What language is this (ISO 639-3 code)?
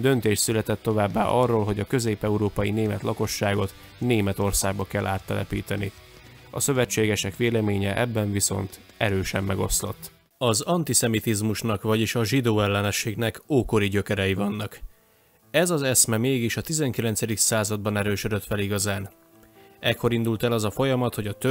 hun